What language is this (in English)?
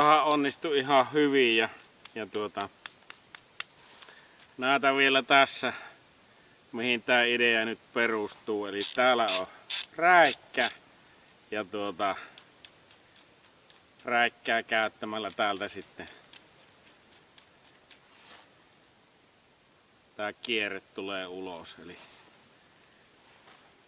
Finnish